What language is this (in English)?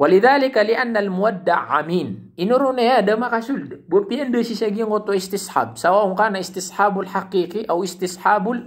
Maranao